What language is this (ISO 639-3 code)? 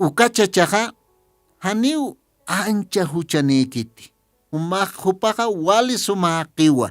aym